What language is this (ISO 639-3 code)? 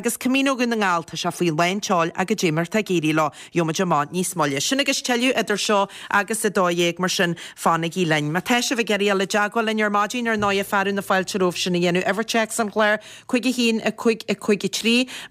gle